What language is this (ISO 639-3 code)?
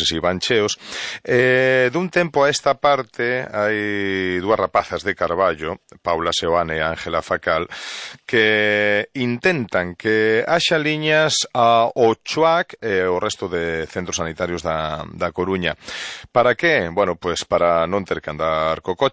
glg